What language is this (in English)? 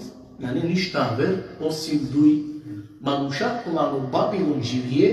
Balkan Romani